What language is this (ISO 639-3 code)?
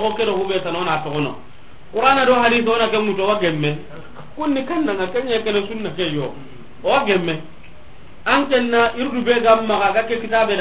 snk